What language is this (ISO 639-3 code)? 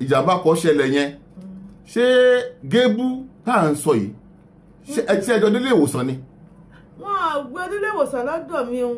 yor